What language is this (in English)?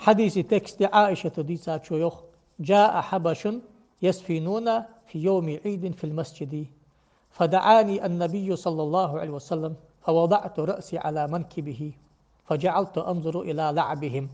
Ingush